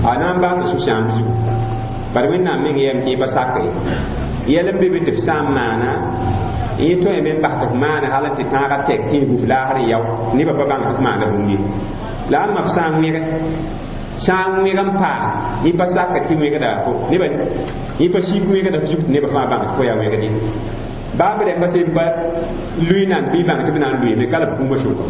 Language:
Mossi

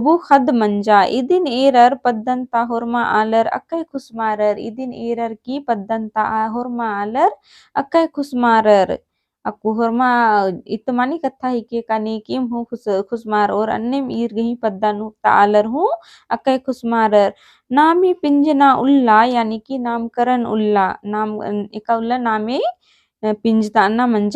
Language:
Kurukh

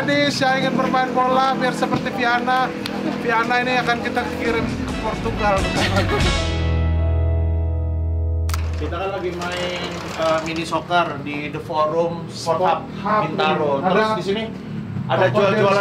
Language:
Indonesian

